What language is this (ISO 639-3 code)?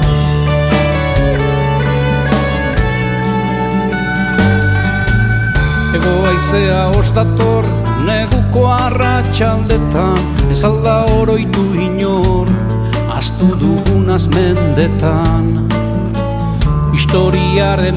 eus